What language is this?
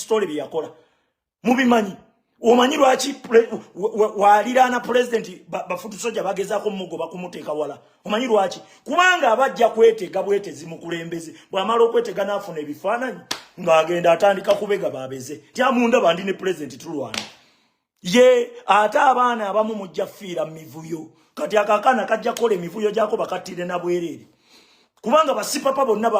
Ganda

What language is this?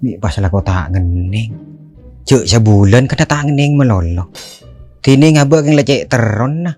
Madurese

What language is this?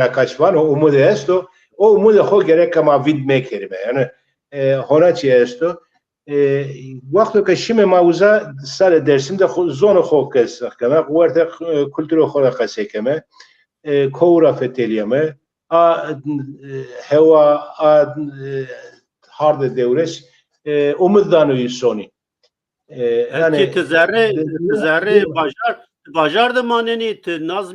Zaza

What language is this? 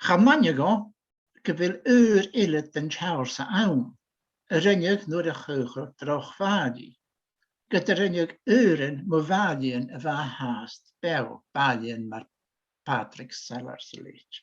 Scottish Gaelic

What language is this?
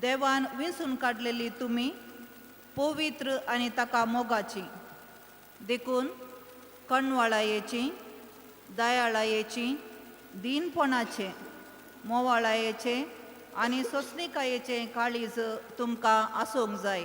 Konkani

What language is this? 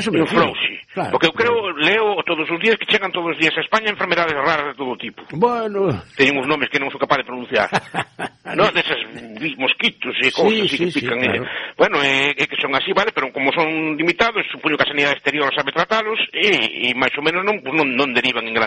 Galician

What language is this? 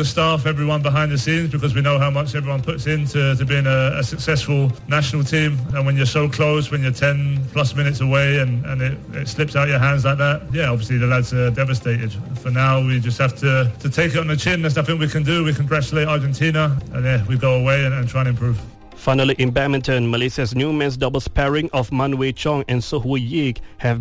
English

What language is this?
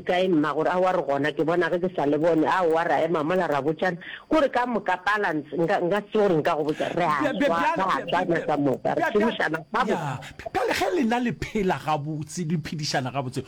Northern Sotho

